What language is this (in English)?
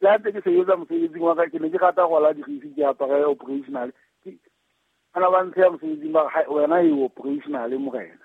Southern Sotho